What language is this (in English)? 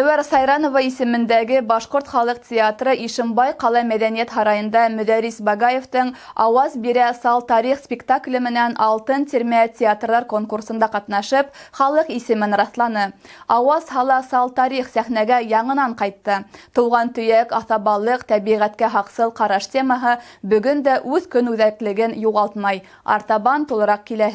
Bashkir